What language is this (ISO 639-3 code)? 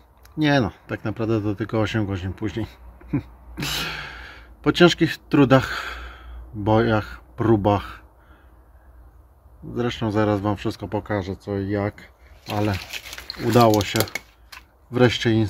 pol